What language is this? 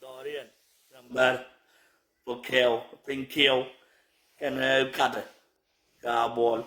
Nuer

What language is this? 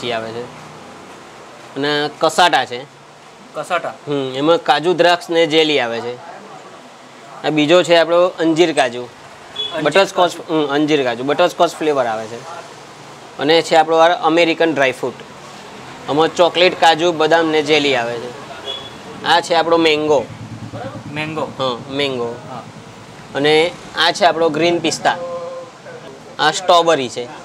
Gujarati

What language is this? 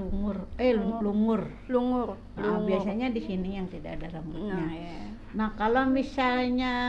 Banjar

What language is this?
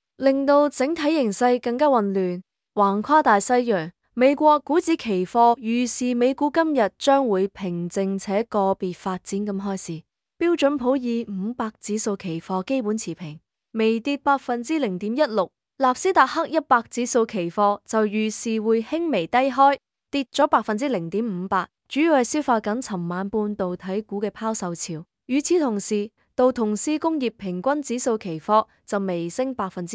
Cantonese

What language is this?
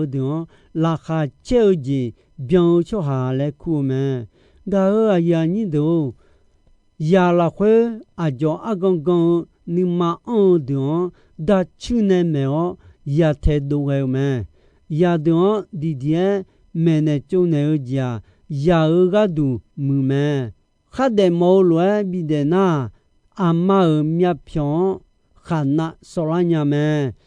Akha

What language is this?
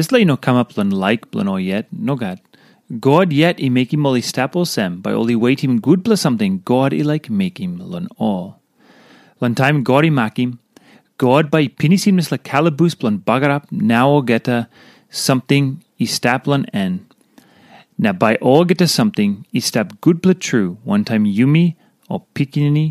Tok Pisin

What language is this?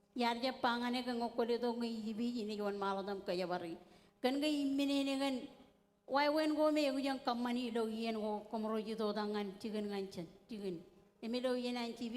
Marshallese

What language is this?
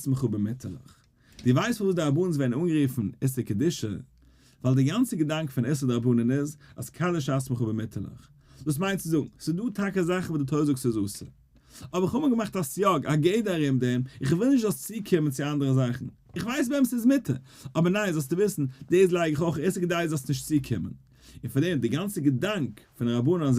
Yiddish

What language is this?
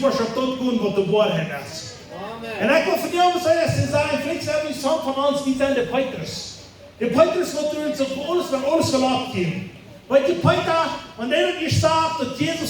Plautdietsch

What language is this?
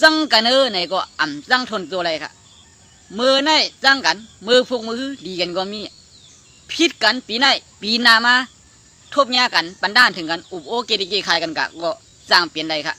Shan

